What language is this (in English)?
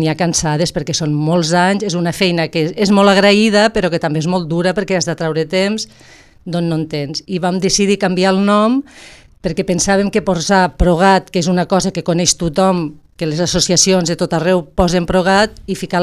Catalan